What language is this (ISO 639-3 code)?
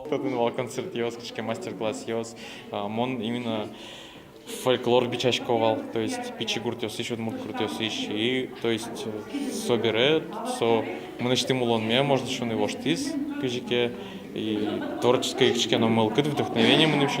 udm